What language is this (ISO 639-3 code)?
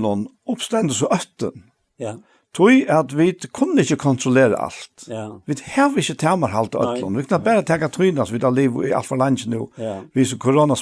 fao